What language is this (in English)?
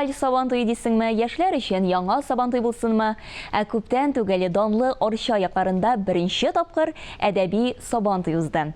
Tatar